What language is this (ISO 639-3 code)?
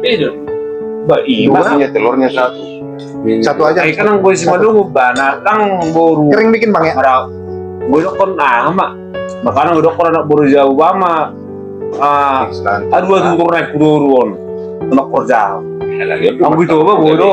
bbc